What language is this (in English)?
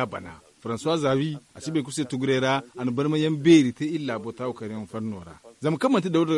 Zarma